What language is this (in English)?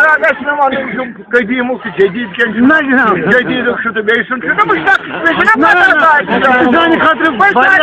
Kashmiri